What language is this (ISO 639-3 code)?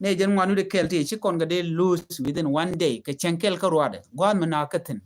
nus